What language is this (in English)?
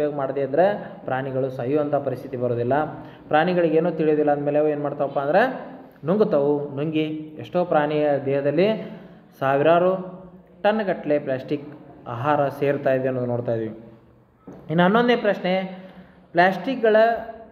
Kannada